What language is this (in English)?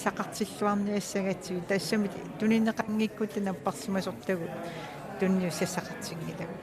Kalaallisut